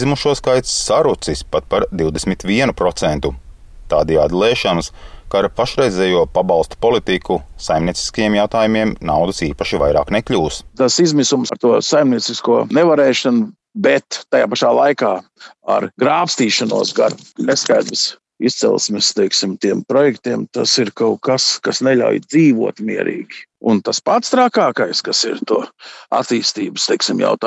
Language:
Latvian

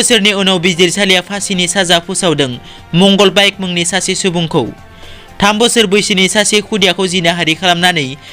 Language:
Bodo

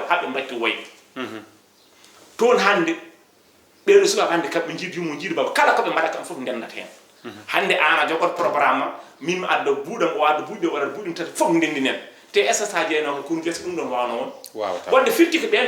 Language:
Fula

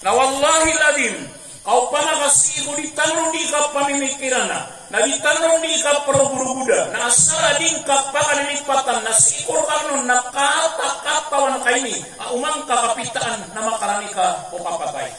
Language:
Maranao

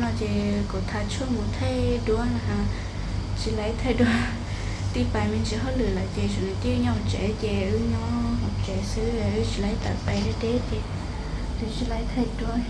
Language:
Hmong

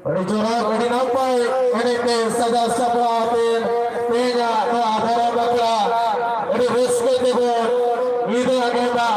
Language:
Santali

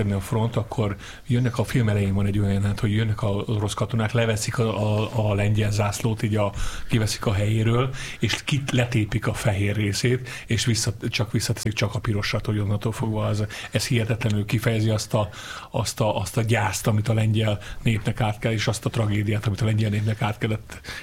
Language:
Hungarian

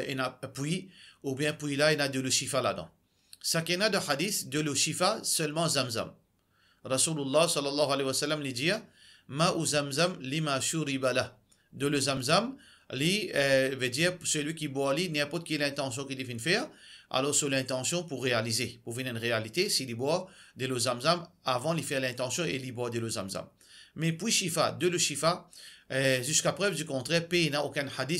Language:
Morisyen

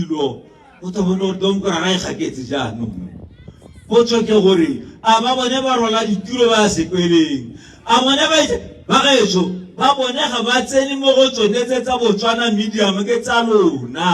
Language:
Tswana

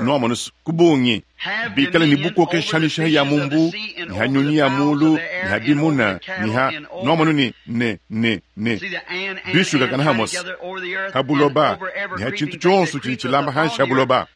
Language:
Luba-Lulua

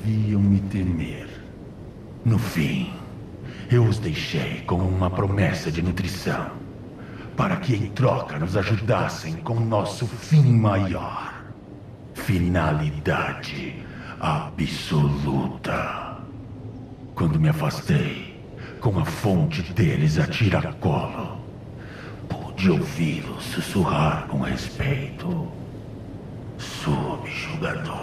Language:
Portuguese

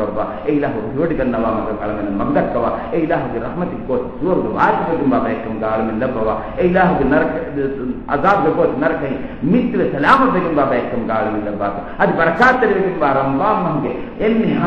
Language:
Divehi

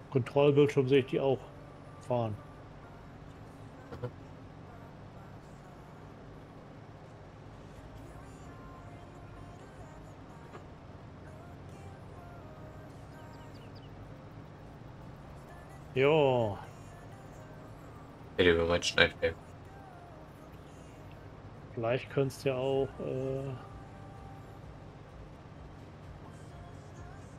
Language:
German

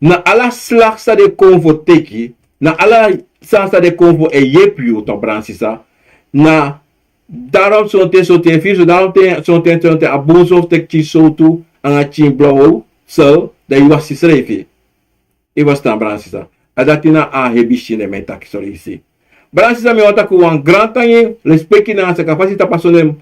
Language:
Sranan Tongo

